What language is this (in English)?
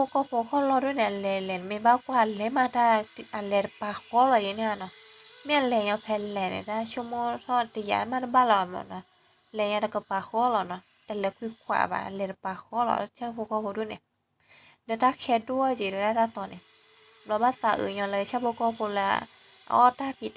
S'gaw Karen